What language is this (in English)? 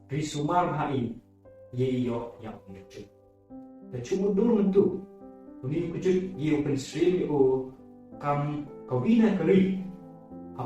Pnar